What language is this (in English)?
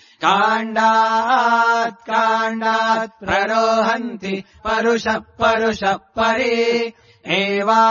Sanskrit